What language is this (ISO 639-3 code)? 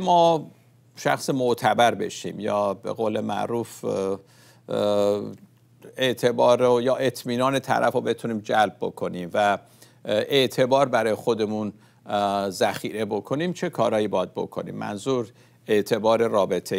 fas